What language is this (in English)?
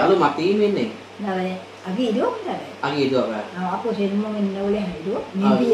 Iban